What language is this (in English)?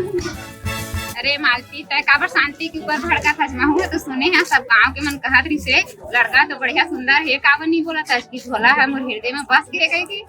Chhattisgarhi